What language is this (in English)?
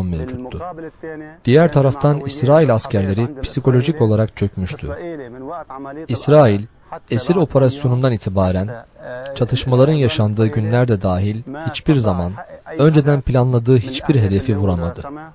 Turkish